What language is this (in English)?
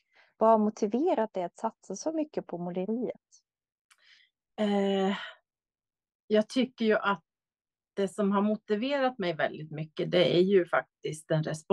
Swedish